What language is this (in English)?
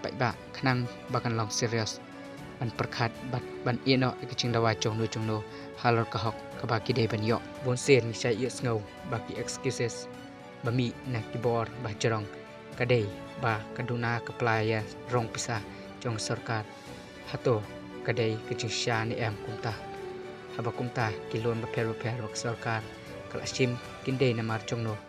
Khasi